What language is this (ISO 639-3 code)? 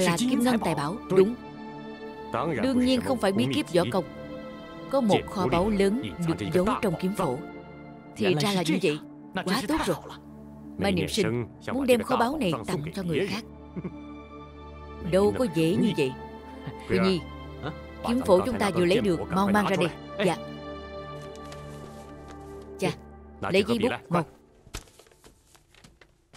vie